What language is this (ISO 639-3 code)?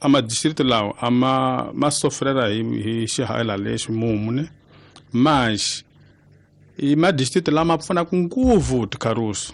tso